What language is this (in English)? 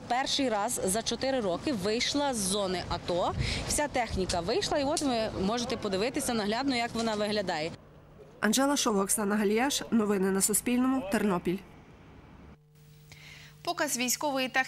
Ukrainian